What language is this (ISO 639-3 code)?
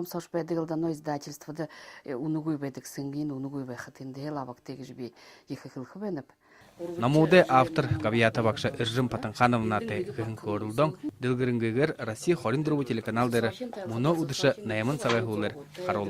bua